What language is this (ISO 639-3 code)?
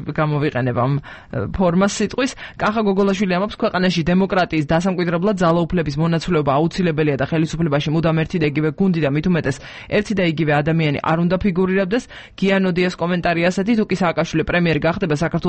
kat